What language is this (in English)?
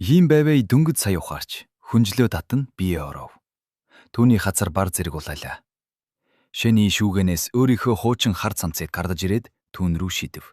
Mongolian